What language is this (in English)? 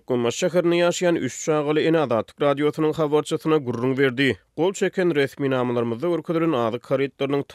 Turkmen